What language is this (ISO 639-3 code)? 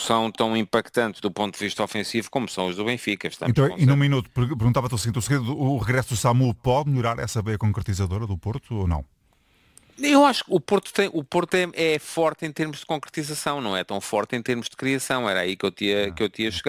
por